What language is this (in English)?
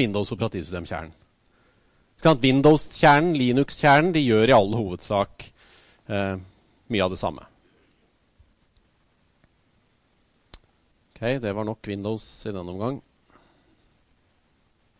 Norwegian